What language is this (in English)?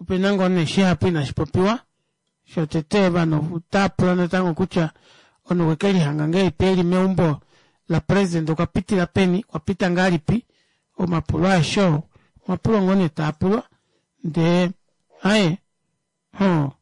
Kuanyama